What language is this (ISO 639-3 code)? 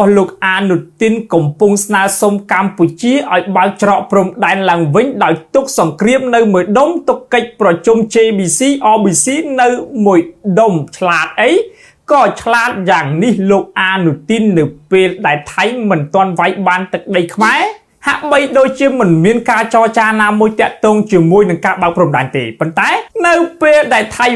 khm